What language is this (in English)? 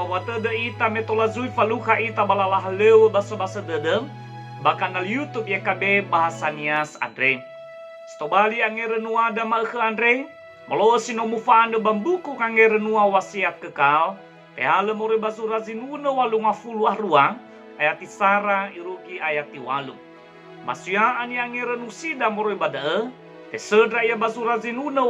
Nias